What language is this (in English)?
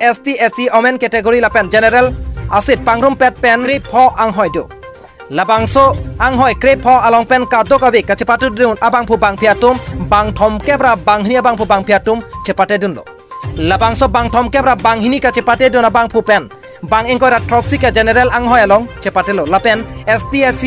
Karbi